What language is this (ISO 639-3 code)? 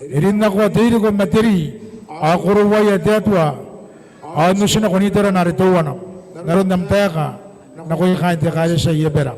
gil